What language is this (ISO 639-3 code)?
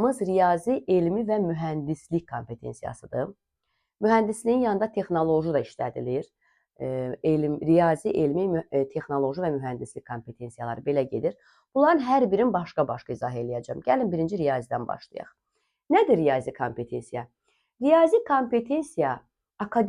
aze